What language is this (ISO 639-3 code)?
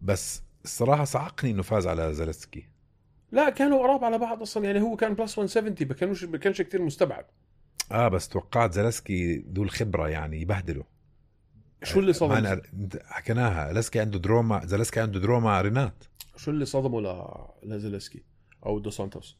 apc